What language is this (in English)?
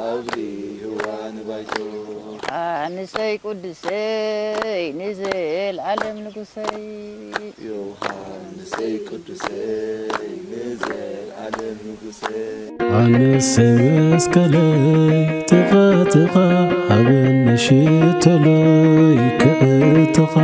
Tigrinya